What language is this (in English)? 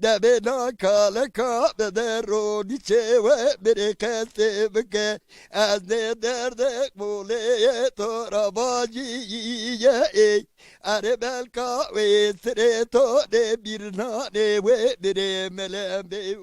Zaza